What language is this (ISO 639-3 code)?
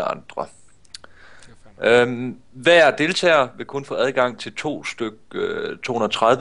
dan